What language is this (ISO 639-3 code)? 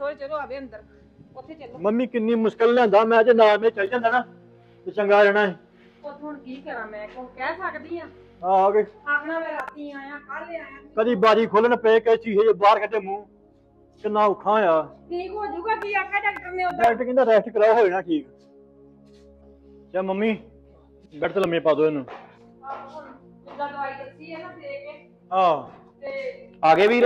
pan